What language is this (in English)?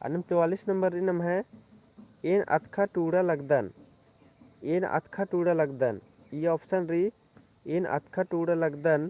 Kurukh